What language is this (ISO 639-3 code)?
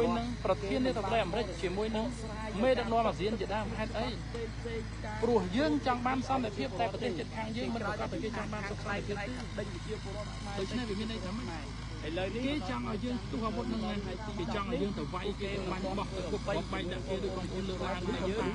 khm